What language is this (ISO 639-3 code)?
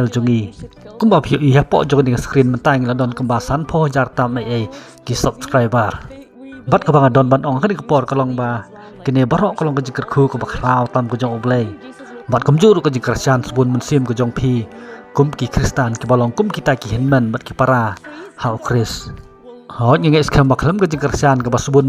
kha